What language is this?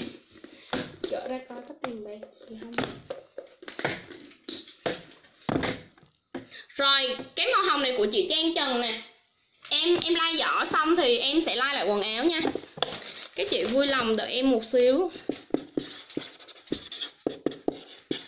Vietnamese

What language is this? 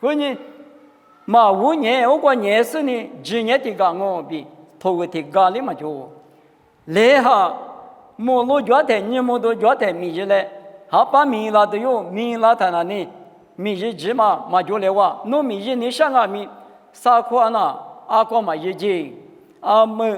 Lisu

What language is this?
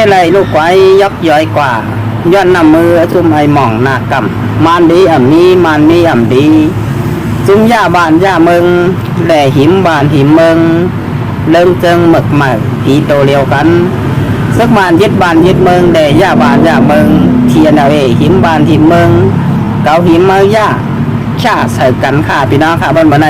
Shan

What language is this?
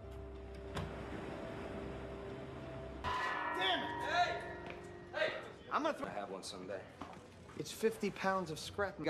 English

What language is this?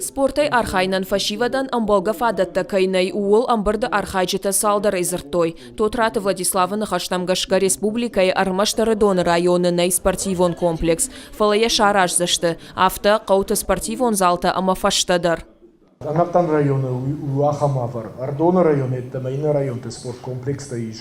Ossetic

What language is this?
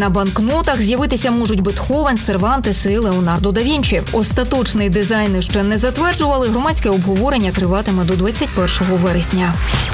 Ukrainian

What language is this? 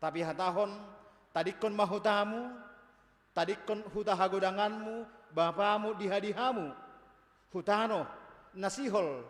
Batak Simalungun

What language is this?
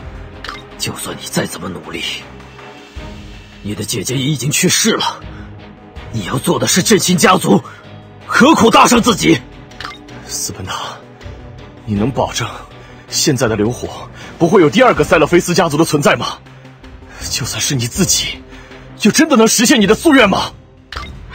Chinese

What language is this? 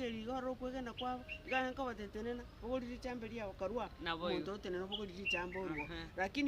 Gusii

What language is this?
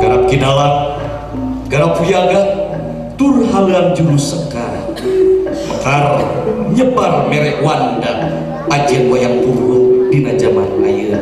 Sundanese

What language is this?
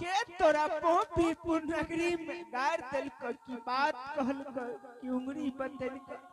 Angika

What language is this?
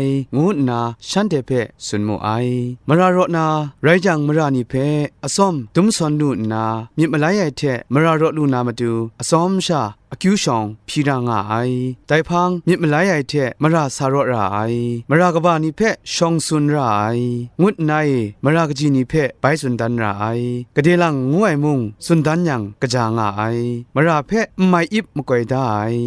Kachin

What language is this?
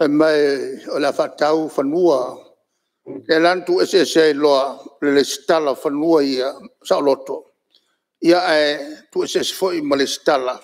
Samoan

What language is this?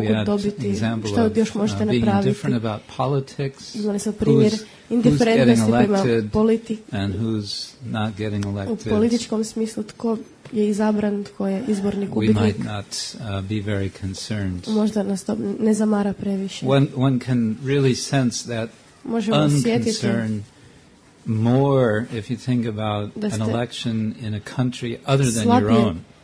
Croatian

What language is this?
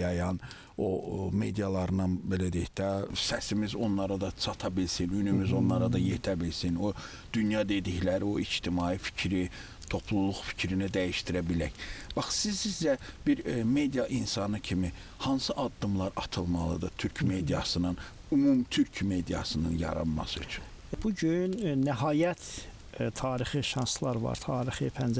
Azerbaijani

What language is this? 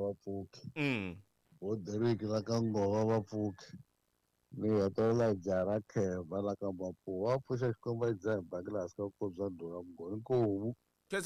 Tsonga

